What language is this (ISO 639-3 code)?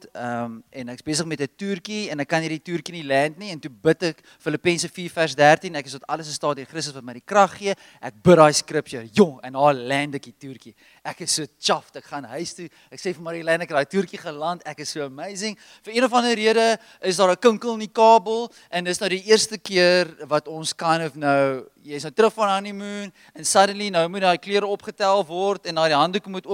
afr